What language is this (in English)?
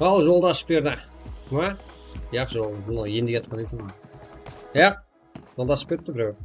Kara-Kalpak